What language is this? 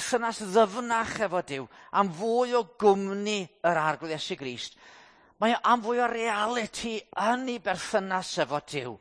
Welsh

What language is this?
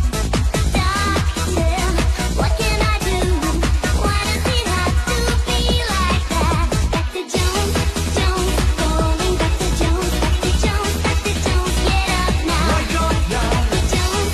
Italian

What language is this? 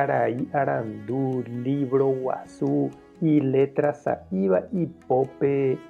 Guarani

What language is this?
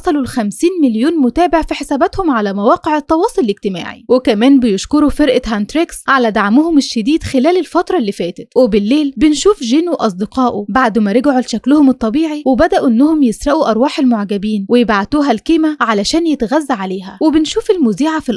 Egyptian Arabic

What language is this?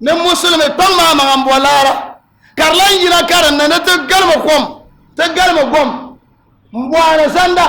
Dagbani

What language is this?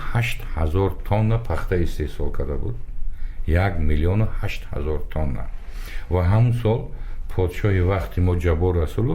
Tajik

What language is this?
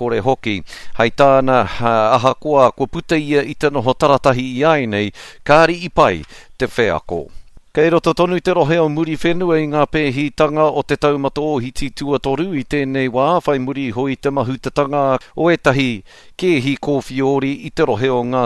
Māori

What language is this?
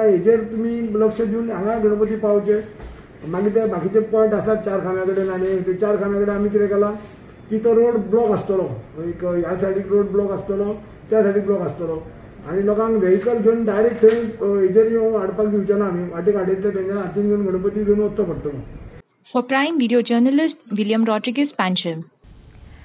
Konkani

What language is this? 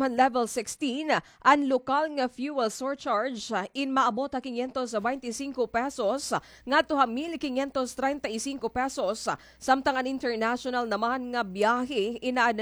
Waray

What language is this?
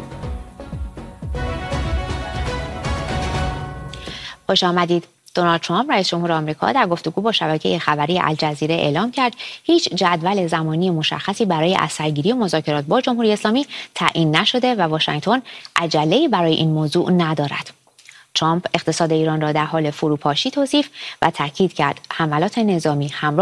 Persian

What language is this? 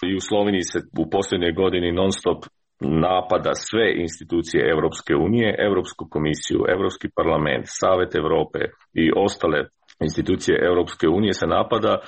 Croatian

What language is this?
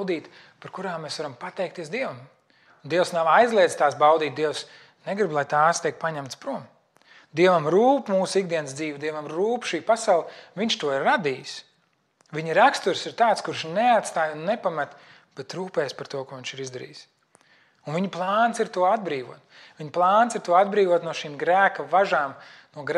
Latvian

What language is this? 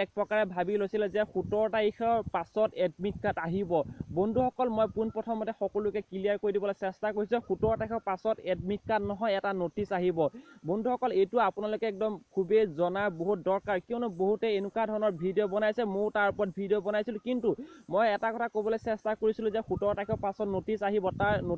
Assamese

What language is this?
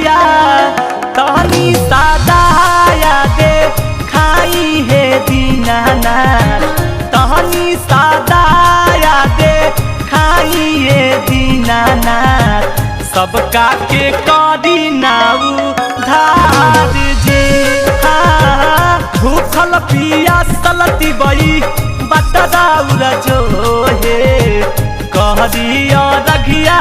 Magahi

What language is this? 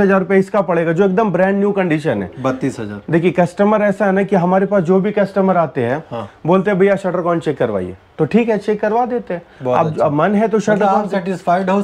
Hindi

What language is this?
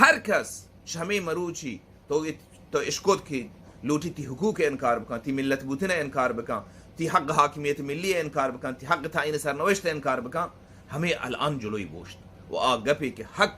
Baluchi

